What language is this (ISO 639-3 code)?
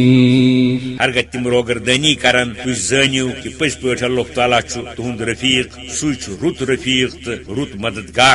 kas